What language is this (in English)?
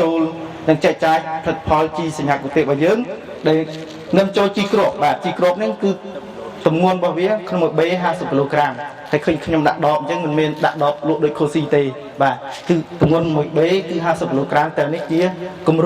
Khmer